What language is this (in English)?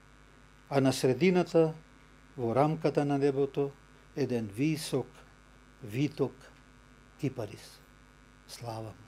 Macedonian